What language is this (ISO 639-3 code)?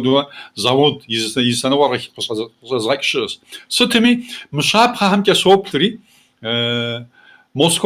kbd